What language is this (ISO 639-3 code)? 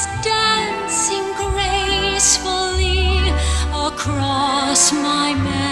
kaa